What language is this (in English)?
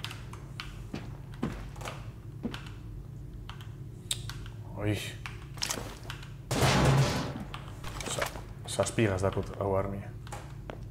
Basque